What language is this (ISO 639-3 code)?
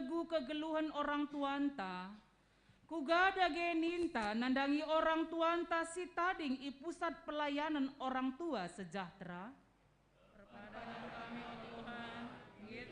btx